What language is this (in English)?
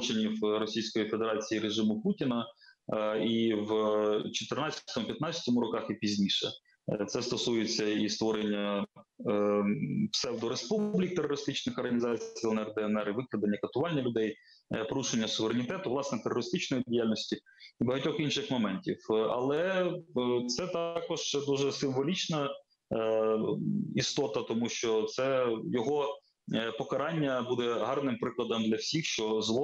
Ukrainian